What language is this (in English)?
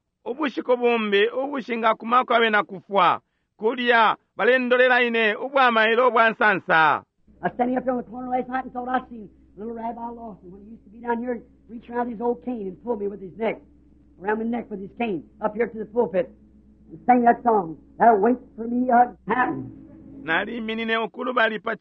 Bemba